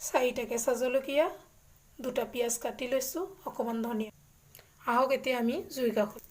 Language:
Assamese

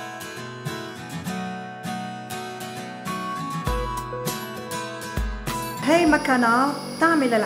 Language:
North Levantine Arabic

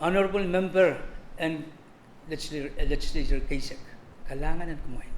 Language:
Pohnpeian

